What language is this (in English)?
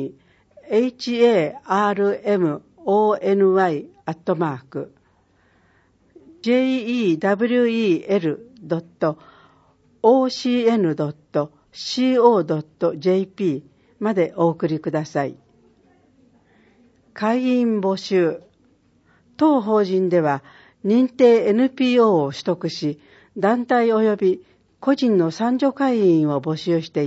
Japanese